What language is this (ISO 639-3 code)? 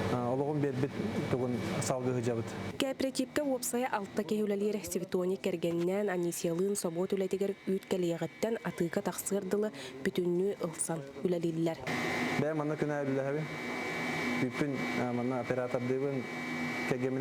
sah